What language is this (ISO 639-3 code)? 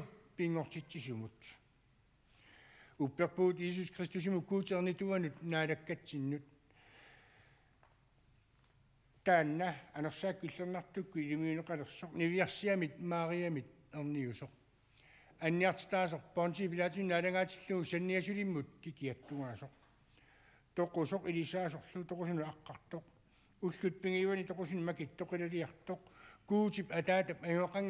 kal